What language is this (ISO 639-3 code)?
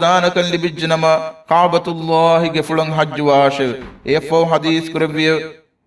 div